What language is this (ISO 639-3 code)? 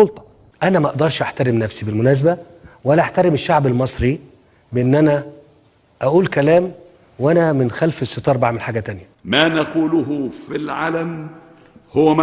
arz